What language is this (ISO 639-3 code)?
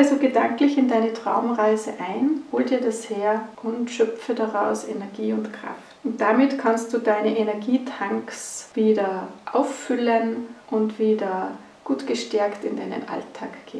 deu